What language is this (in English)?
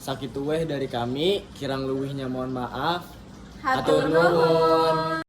Sundanese